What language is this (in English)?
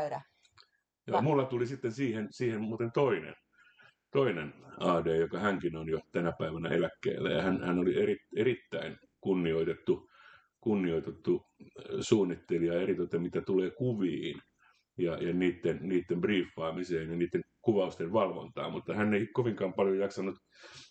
Finnish